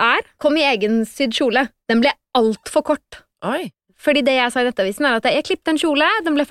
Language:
Norwegian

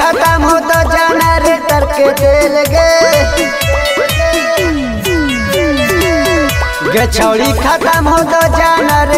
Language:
Magahi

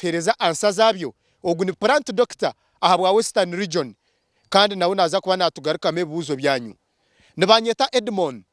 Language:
Nyankole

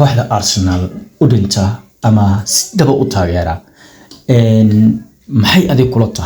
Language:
Somali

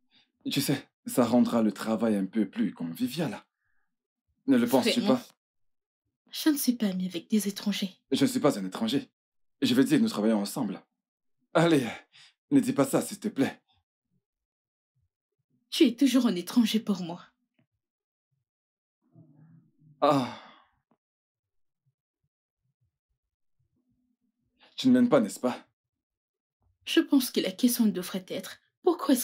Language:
French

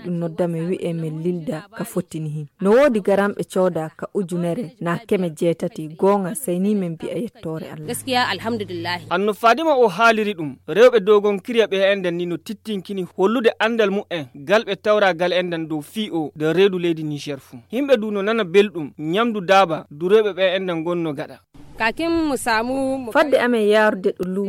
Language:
Nigerian Fulfulde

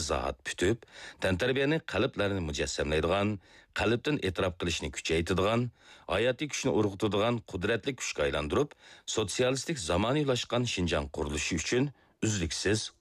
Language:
Uyghur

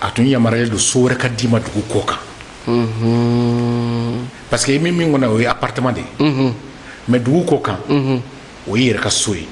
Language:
Bambara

